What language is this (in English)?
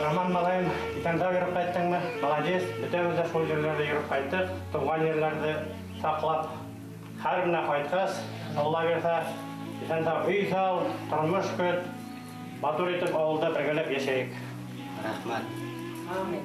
Bashkir